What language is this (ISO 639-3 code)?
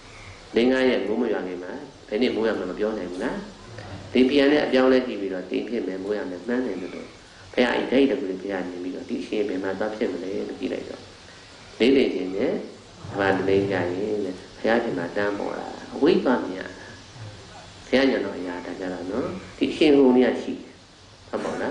mya